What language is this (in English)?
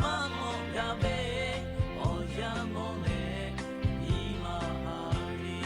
Lahu